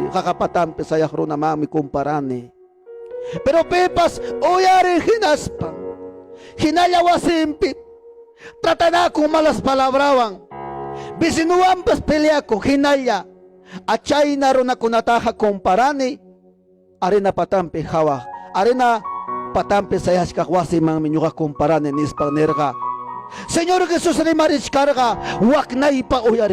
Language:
Ayacucho Quechua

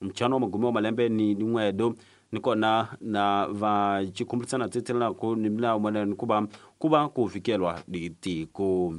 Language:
Tsonga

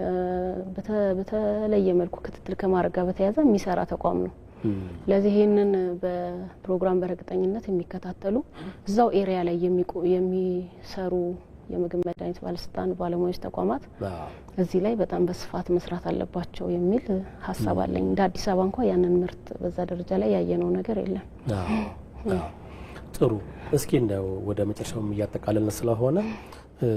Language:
Amharic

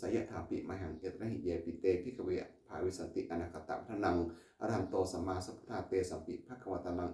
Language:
Pali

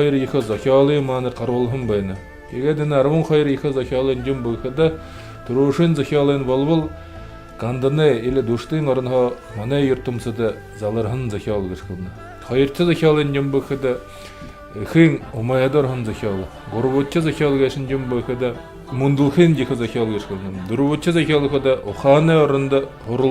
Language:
Buriat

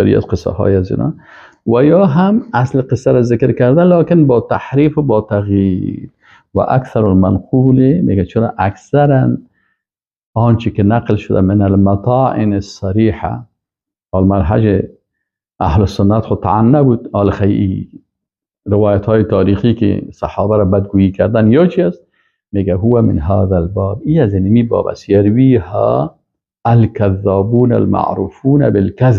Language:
Persian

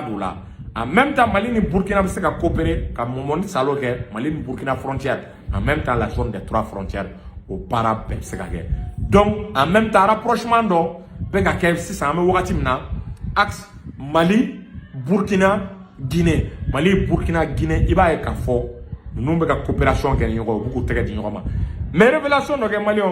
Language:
Bambara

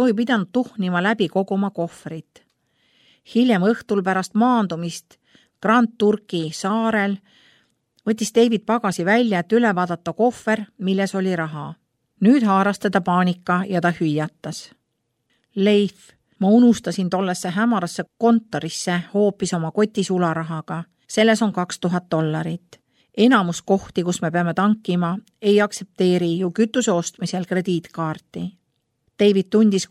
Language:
Estonian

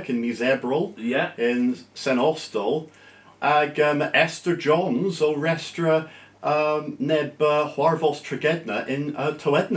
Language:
Cornish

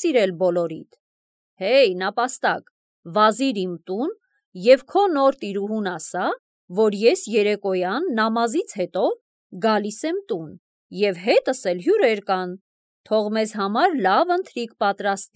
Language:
Armenian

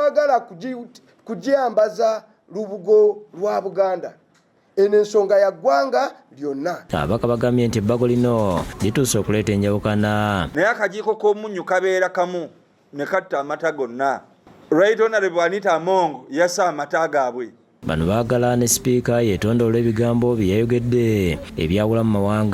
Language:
Ganda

